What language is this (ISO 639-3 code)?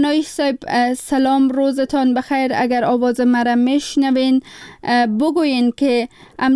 fas